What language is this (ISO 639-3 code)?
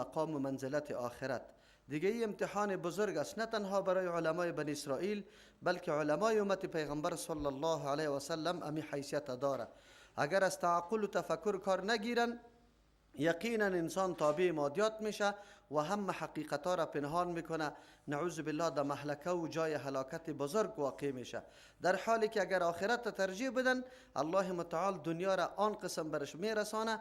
fas